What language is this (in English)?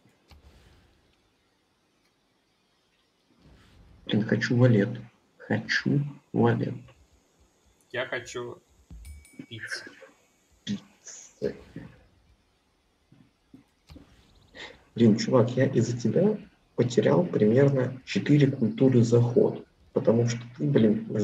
Russian